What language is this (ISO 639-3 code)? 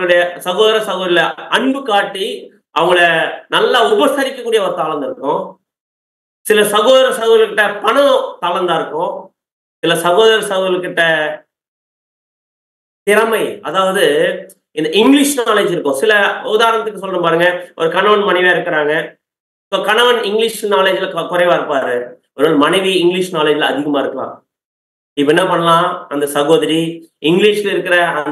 tam